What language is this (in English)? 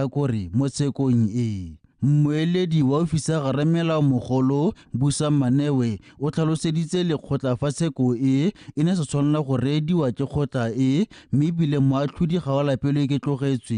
Tswana